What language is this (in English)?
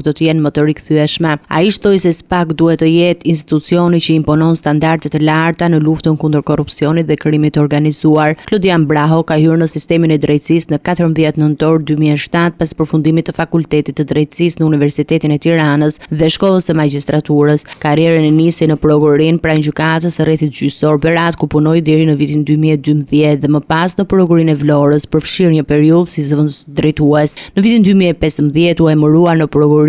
Albanian